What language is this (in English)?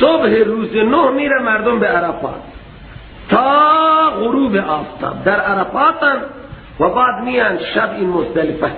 Persian